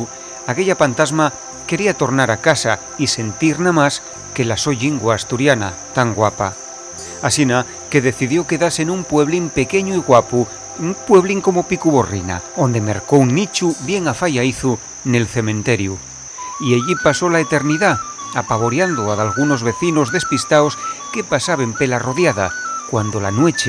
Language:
Asturian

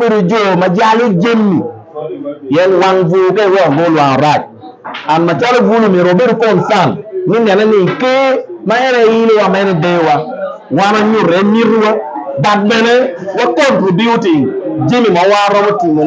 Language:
Acoli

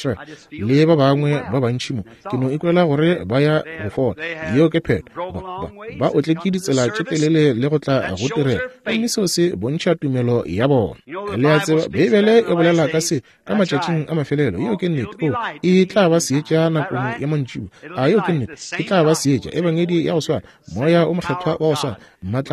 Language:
Northern Sotho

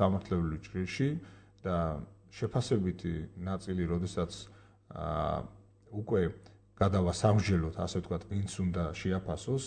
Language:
Georgian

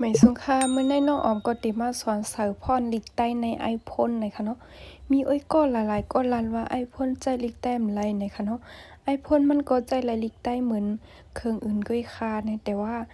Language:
Shan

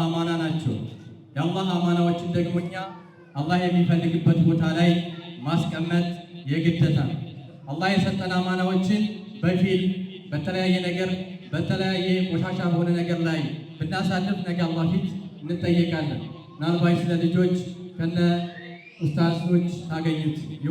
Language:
Amharic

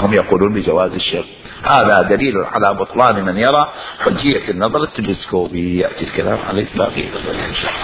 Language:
Mesopotamian Arabic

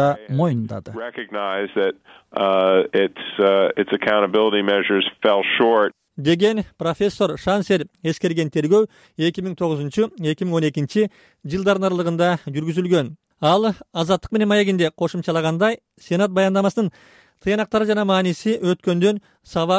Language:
Kyrgyz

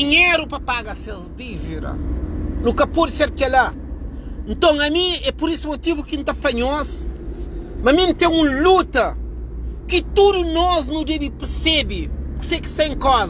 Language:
Kabuverdianu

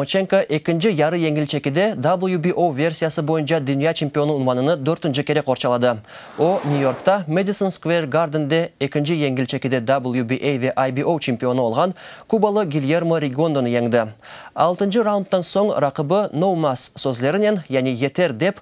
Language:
Crimean Tatar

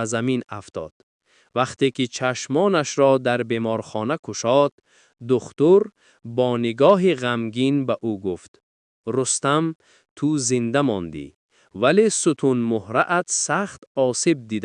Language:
Tajik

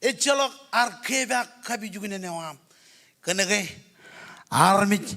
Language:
Marshallese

